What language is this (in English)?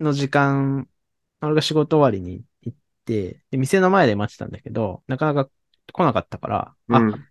Japanese